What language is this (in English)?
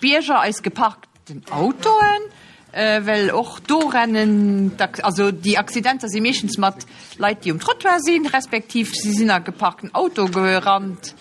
Luxembourgish